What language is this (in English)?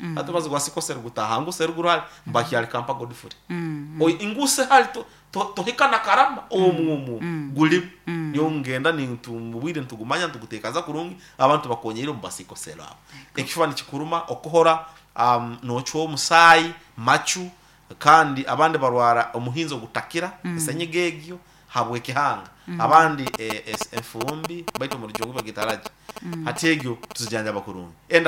Nyoro